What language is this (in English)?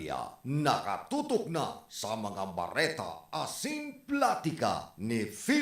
Bikol